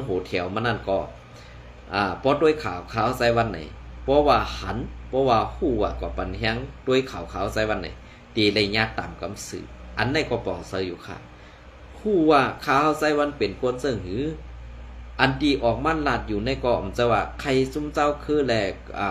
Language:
Shan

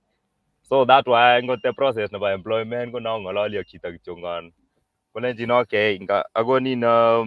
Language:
Kalenjin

